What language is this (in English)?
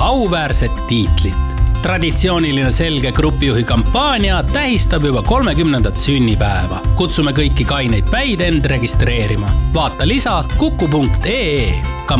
Estonian